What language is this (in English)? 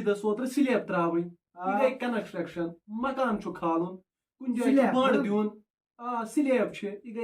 Kashmiri